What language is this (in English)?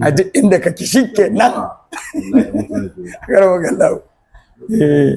Hausa